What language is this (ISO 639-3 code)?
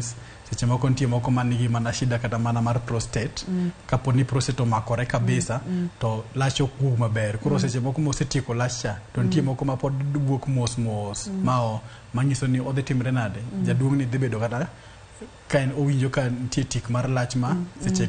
luo